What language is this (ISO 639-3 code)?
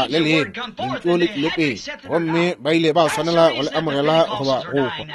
nso